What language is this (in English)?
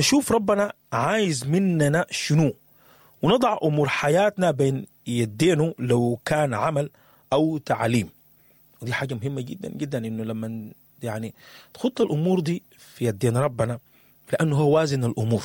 Sudanese Arabic